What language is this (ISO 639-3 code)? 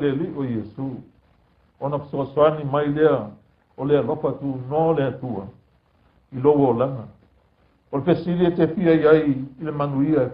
smo